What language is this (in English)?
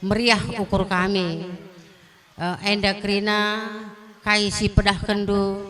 Batak Karo